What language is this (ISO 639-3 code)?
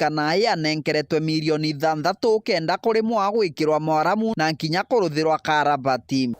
mer